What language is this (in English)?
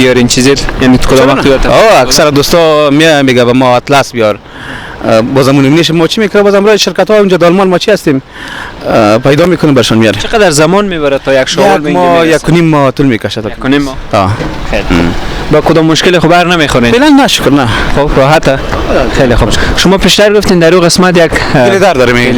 Persian